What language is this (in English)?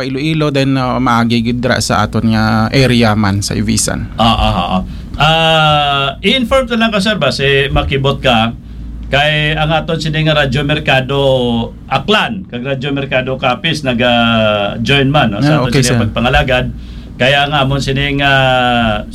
Hiligaynon